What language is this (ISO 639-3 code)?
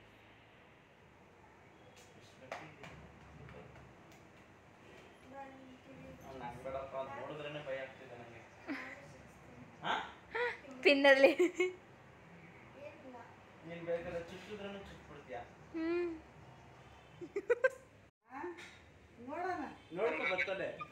kan